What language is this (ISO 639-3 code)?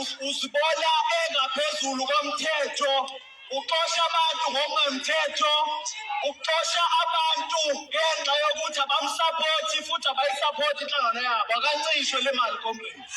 zul